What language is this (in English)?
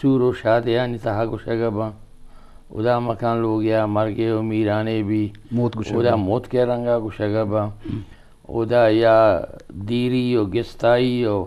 Eastern Balochi